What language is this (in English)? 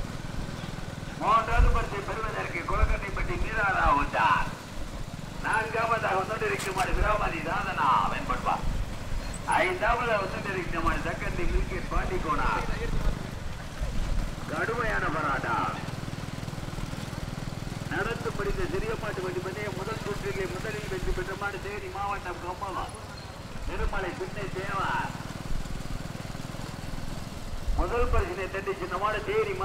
Tamil